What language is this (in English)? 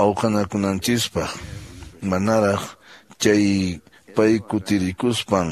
Quechua